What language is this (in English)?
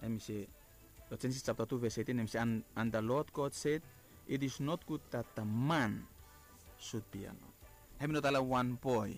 Bislama